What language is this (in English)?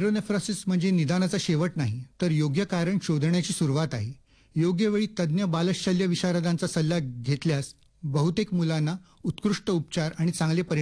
Marathi